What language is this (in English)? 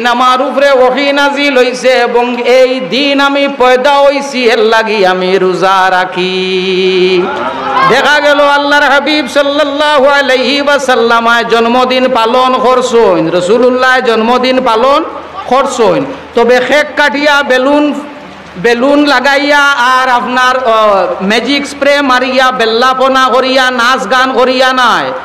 Sylheti